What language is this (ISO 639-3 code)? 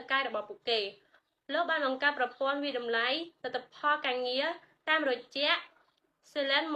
khm